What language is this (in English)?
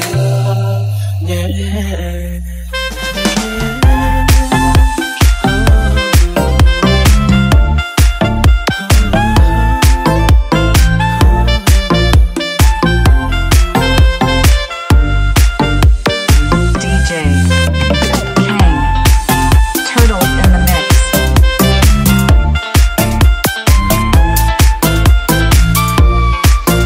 Vietnamese